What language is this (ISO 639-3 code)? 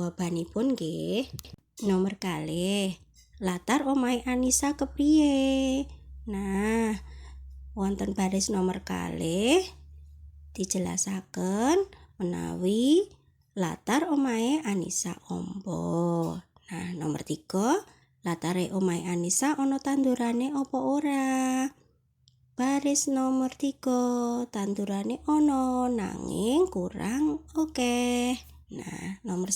jav